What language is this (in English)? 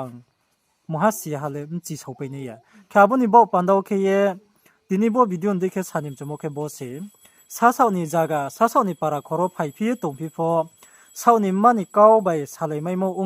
Riang (India)